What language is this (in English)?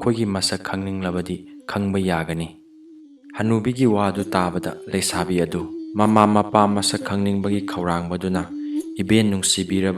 Manipuri